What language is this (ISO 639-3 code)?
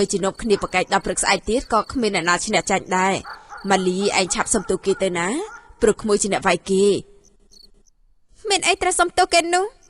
khm